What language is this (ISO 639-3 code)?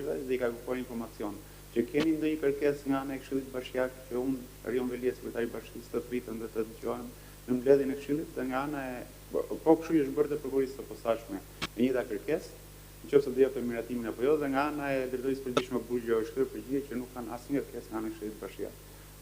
sqi